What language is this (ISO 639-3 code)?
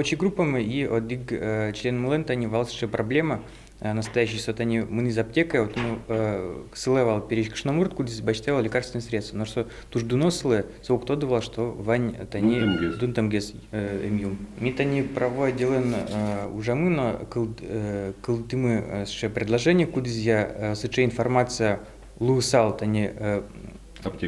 udm